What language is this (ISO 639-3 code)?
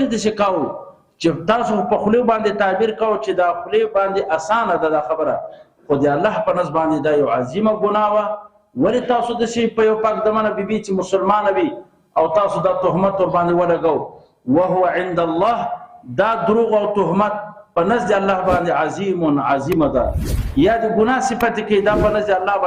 pus